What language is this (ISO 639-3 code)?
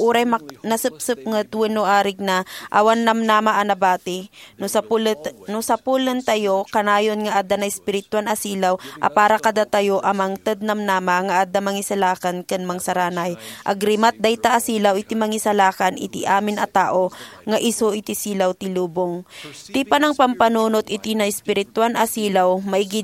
ilo